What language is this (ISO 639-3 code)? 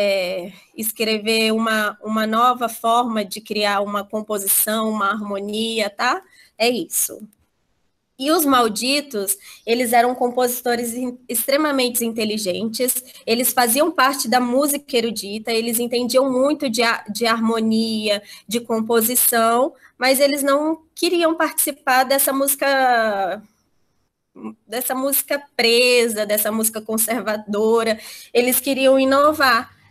por